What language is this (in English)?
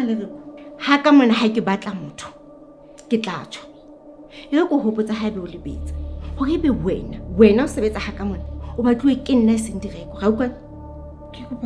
Southern Sotho